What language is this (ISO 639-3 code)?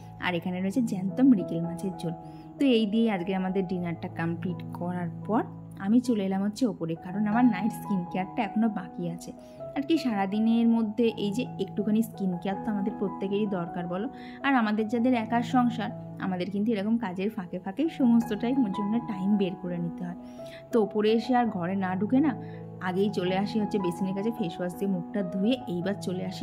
ben